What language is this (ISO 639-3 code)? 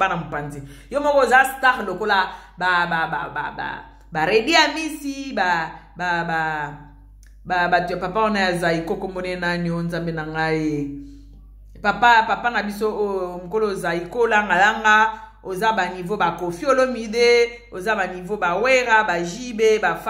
lin